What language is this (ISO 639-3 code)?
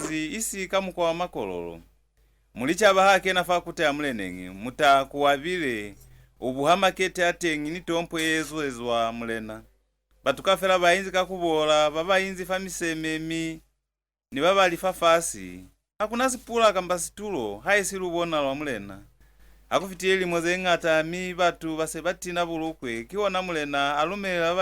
loz